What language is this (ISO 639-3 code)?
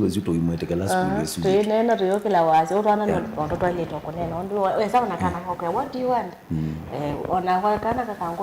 kam